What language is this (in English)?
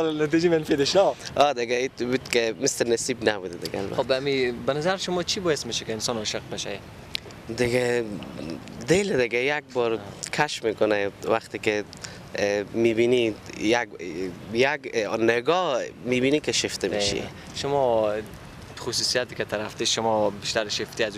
Persian